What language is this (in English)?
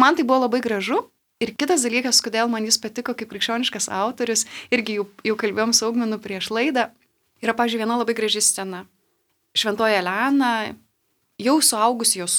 Lithuanian